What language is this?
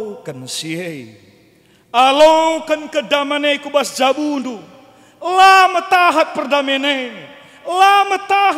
Batak Karo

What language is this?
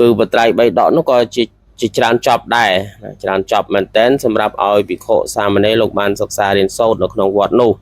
Khmer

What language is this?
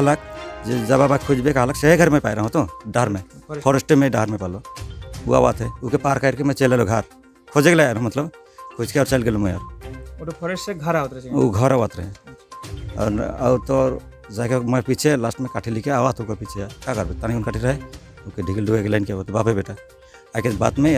Sadri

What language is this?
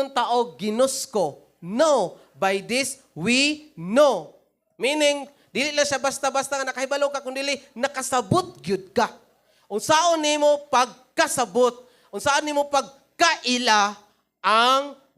Cebuano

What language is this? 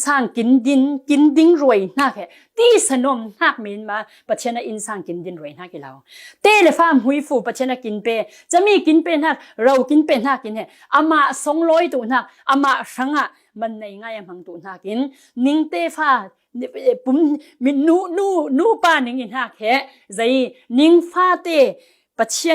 Falam Chin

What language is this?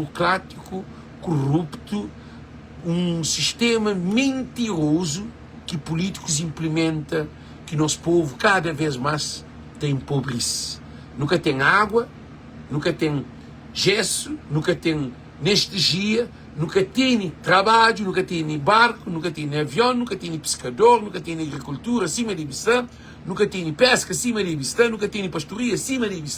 Kabuverdianu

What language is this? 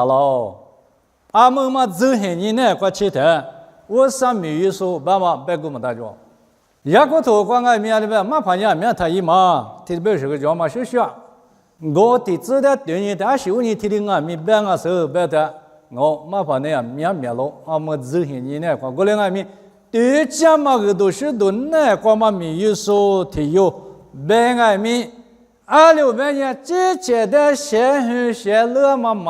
Lisu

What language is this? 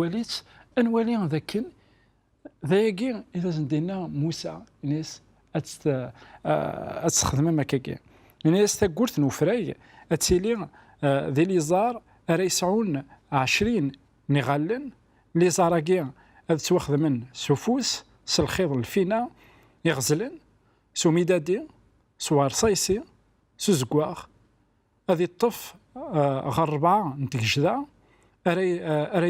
Kabyle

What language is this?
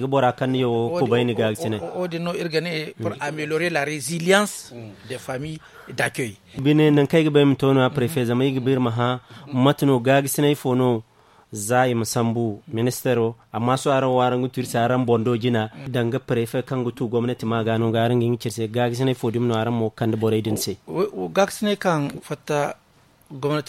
Zarma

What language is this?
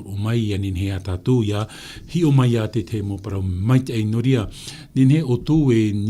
Tahitian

